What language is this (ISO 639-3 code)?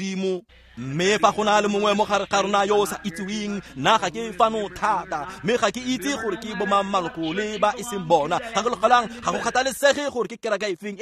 tsn